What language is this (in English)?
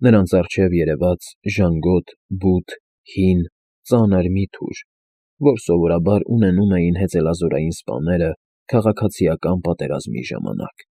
Armenian